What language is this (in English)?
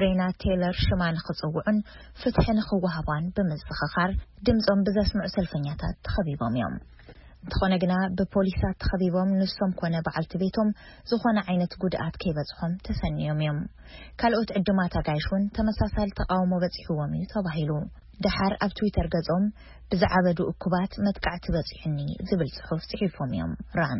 Tigrinya